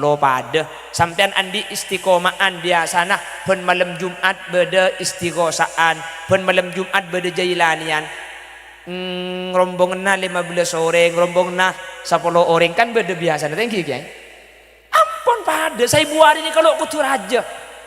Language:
Madurese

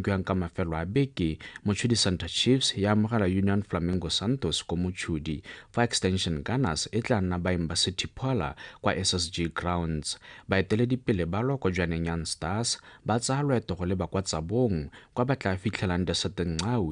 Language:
Tswana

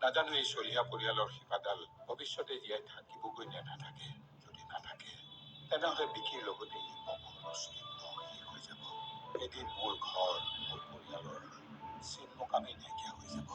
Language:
Assamese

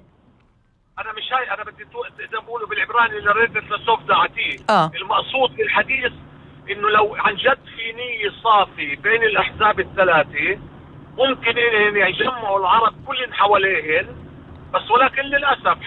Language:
North Levantine Arabic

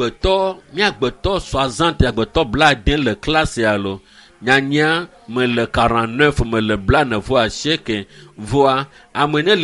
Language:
Ewe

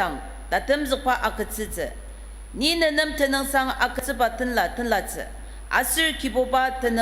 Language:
Ao Naga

